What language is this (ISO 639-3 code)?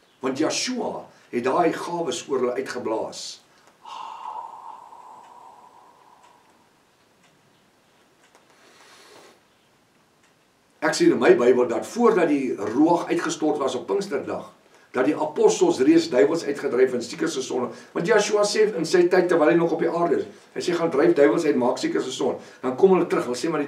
afr